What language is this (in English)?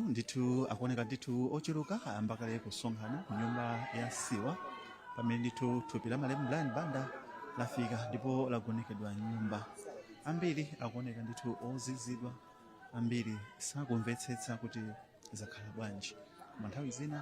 Nyanja